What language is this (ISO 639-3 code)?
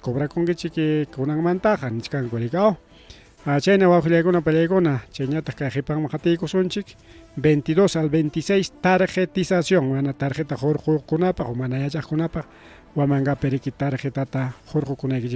quy